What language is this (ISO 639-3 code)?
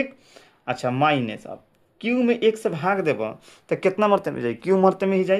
bho